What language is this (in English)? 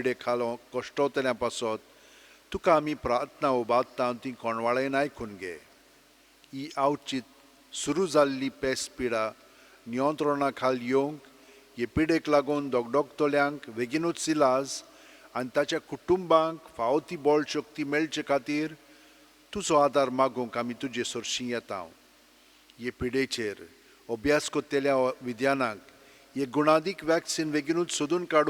Konkani